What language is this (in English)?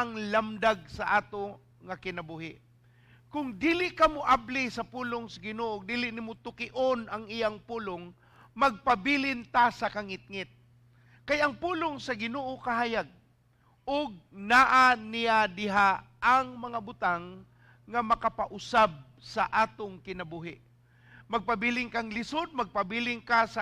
Cebuano